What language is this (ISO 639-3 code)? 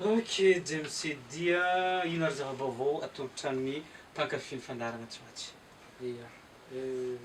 mlg